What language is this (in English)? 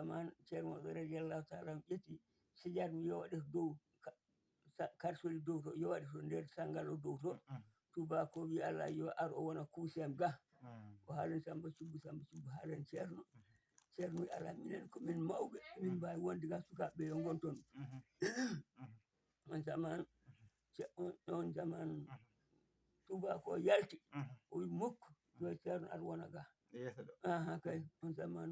Fula